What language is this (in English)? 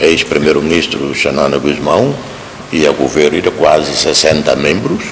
Tetum